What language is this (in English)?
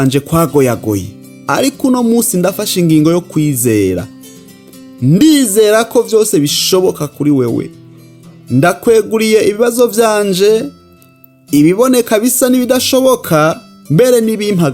Rundi